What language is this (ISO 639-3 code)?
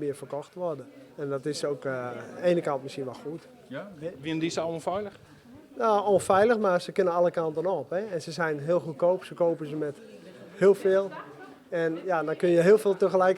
fry